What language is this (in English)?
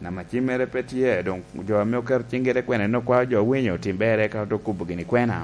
Lango (Uganda)